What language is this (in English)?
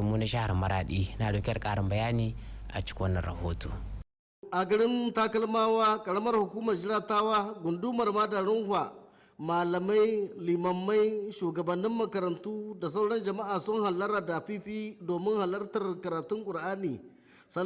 Hausa